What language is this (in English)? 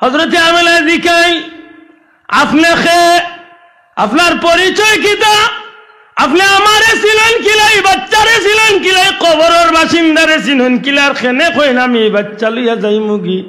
Sylheti